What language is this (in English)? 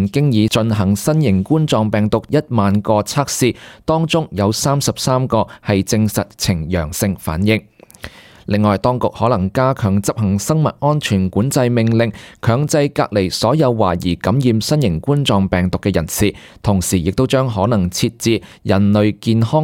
Cantonese